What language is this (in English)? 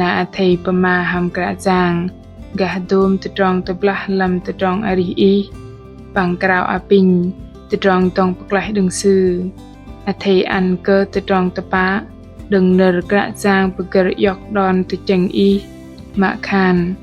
Bahnar